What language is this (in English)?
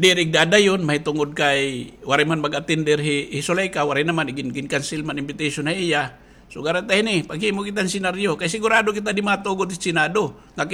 Waray